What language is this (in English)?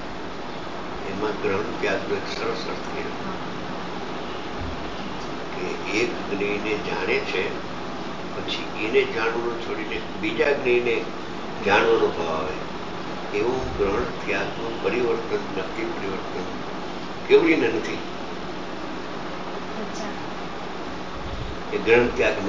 Gujarati